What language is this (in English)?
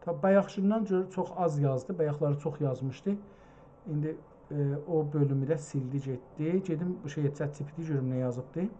South Azerbaijani